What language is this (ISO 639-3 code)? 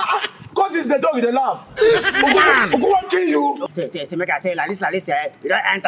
pcm